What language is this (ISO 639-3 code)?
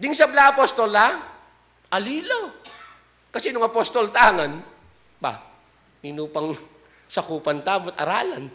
pam